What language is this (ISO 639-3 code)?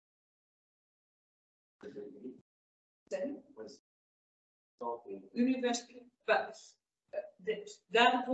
nld